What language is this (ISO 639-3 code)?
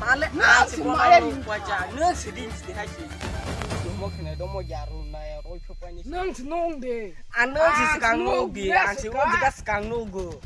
trp